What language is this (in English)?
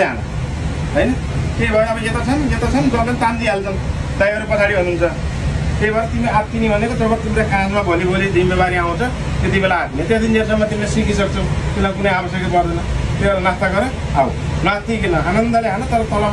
Nepali